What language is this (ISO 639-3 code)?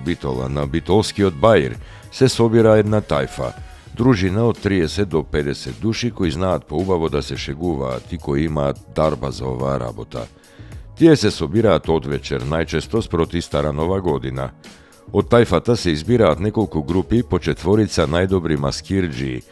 mkd